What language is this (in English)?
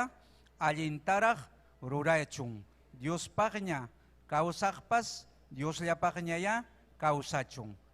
Ayacucho Quechua